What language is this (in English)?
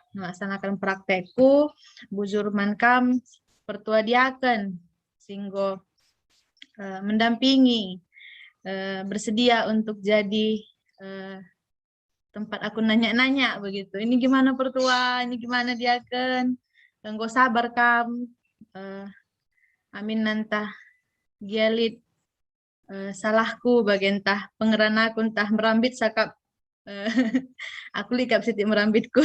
Batak Karo